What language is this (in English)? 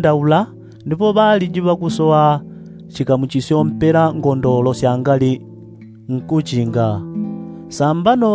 Yao